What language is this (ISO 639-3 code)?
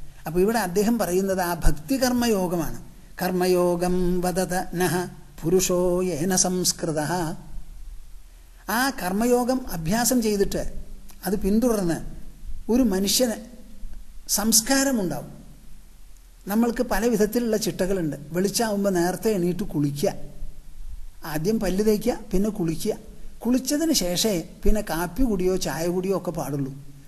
mal